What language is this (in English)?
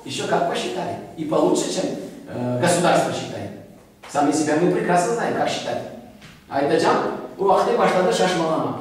Crimean Tatar